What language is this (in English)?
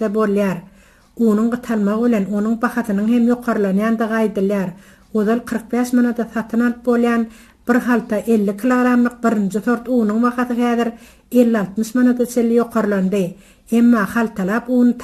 Turkmen